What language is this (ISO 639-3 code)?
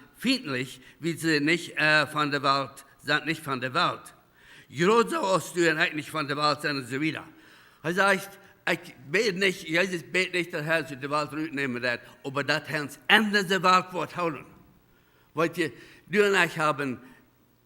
pdt